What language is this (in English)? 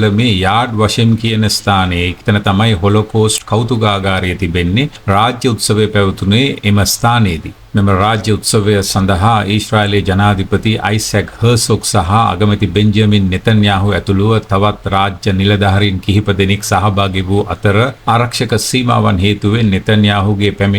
Sinhala